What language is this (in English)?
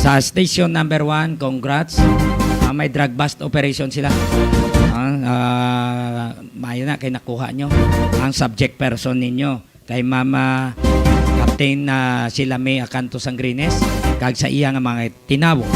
Hiligaynon